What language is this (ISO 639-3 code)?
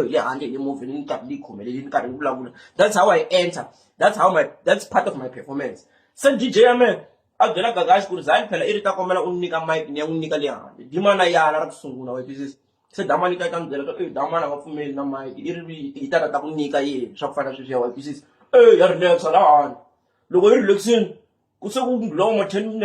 tso